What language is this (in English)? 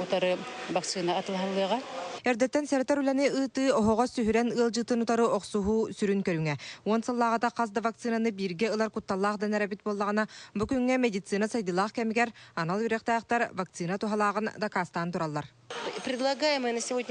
Yakut